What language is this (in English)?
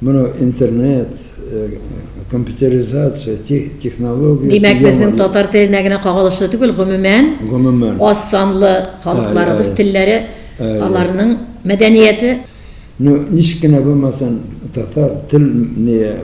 Tatar